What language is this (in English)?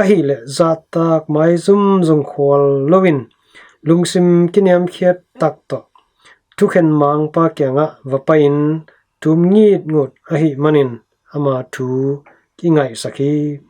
Tedim Chin